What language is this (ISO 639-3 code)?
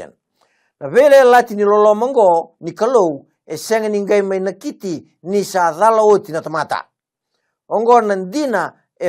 fij